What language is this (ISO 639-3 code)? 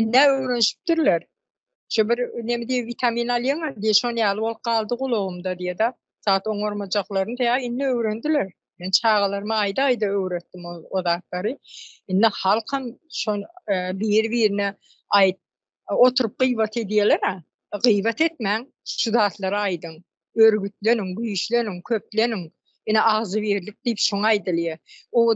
tuk